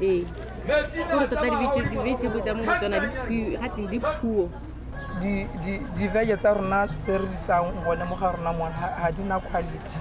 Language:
Tswana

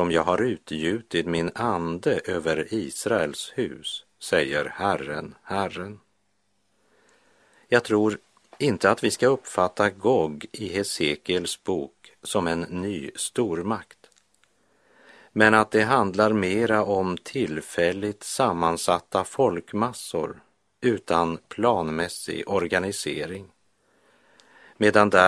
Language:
Swedish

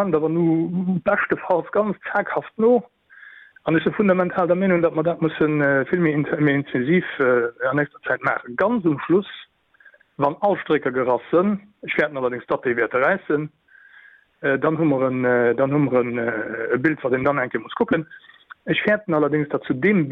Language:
Luxembourgish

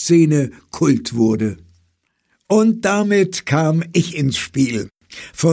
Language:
German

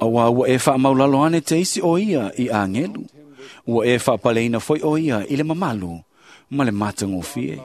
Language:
Samoan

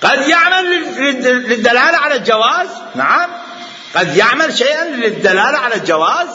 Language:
Mesopotamian Arabic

